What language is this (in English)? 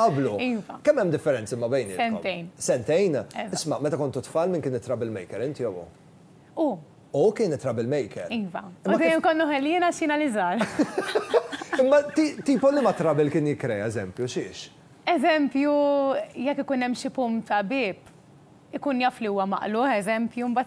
Maltese